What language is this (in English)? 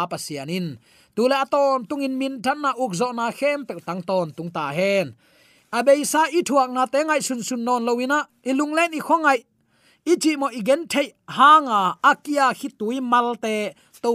Tedim Chin